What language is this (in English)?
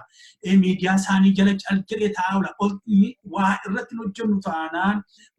Oromo